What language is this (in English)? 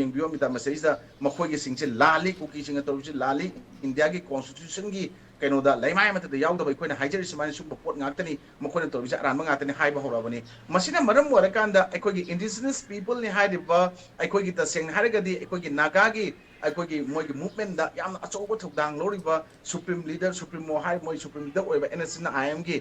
Manipuri